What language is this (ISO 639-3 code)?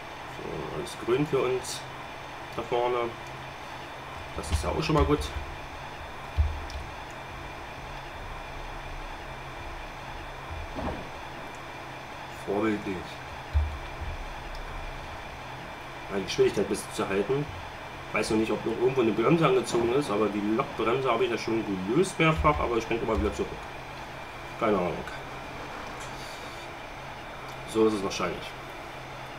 deu